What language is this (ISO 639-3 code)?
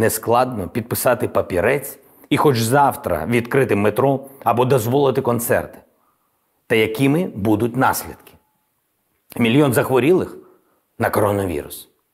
ukr